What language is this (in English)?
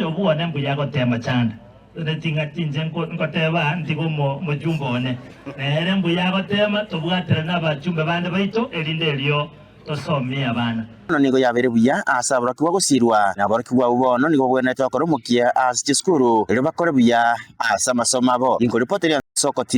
Gusii